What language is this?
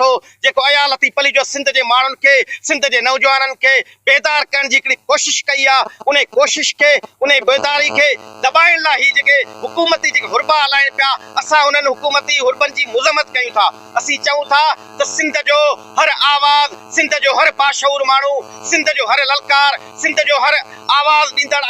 Sindhi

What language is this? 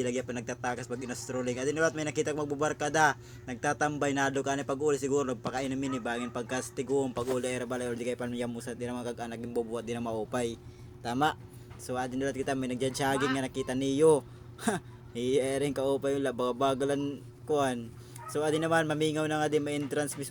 Waray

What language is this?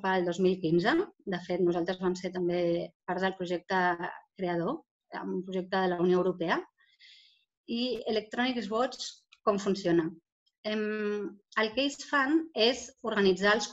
Catalan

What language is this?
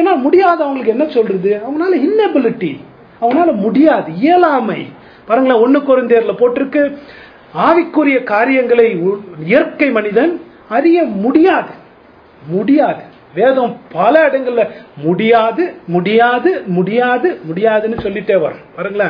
Tamil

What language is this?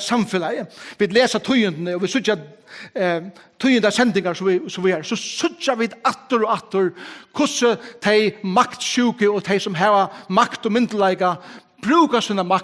Faroese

